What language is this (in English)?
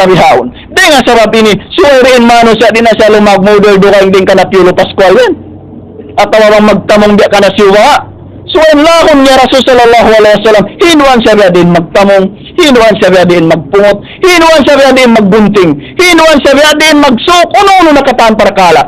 Tausug